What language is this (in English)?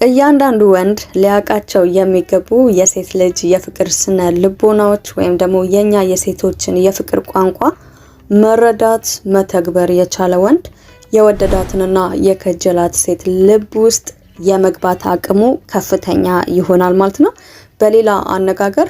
Amharic